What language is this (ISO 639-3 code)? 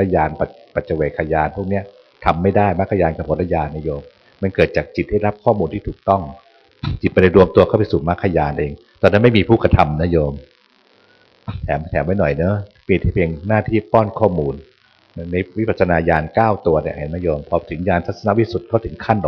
tha